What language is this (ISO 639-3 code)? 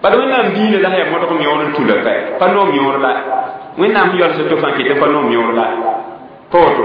mos